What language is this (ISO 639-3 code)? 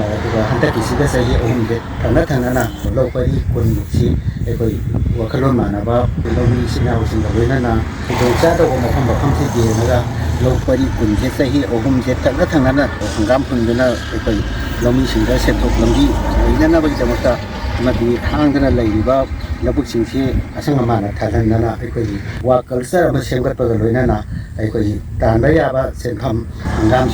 mni